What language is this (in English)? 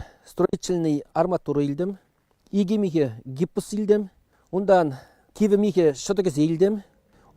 Chuvash